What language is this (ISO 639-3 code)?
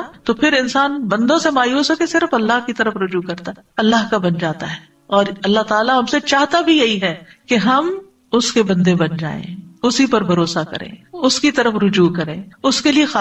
urd